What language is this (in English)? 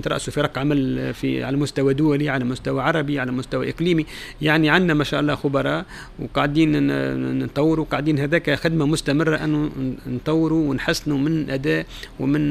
Tunisian Arabic